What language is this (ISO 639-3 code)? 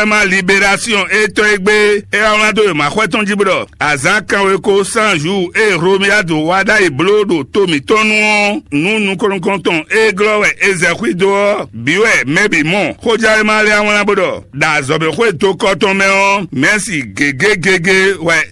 fon